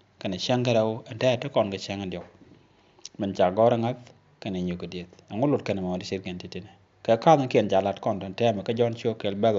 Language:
Nuer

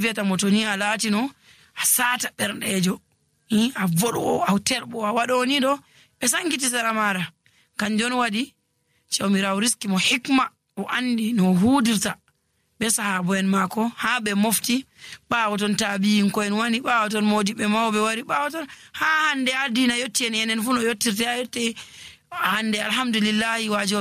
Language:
Nigerian Fulfulde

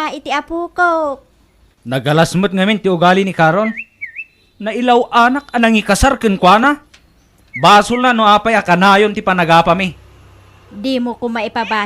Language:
Iloko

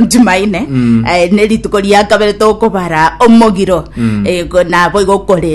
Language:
Gusii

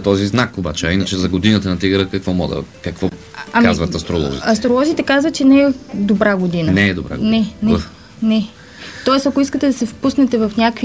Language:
Bulgarian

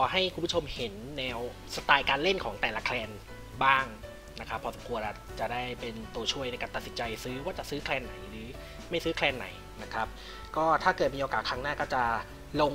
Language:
Thai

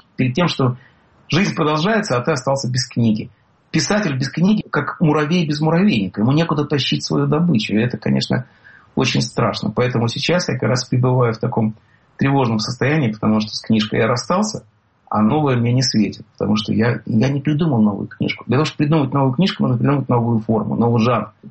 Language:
Russian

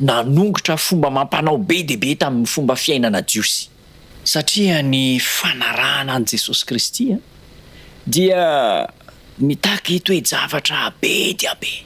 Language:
Malagasy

